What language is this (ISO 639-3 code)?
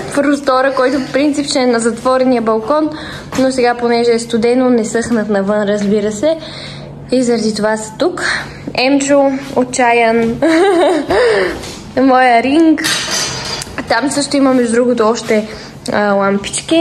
bul